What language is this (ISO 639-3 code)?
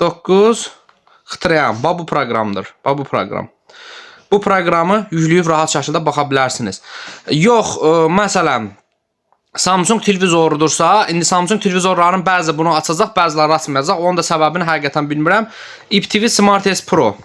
aze